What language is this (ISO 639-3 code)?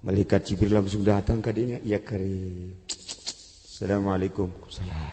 sun